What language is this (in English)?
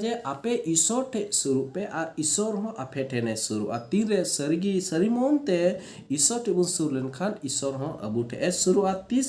Santali